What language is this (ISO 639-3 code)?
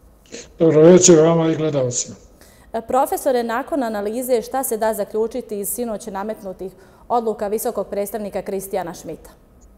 bos